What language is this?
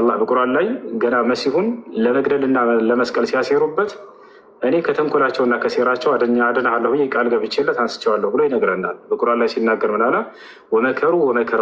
Amharic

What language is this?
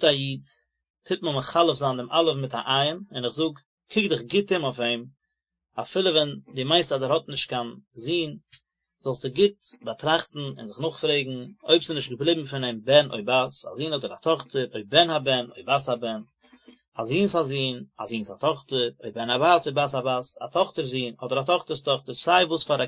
Yiddish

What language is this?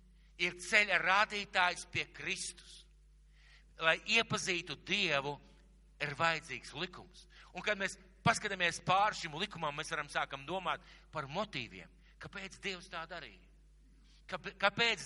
Latvian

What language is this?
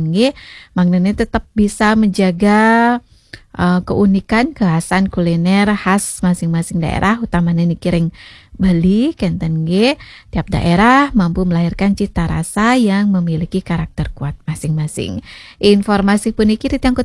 Balinese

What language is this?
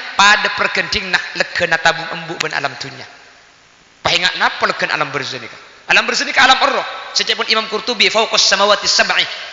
Madurese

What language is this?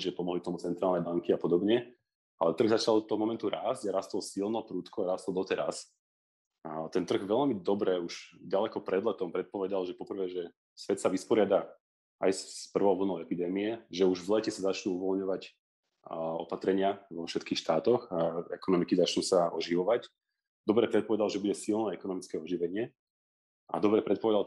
Slovak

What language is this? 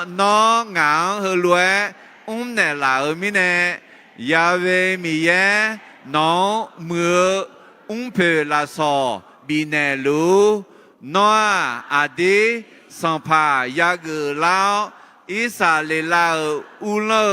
Akha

